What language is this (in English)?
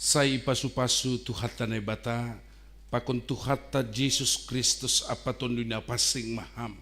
Batak Simalungun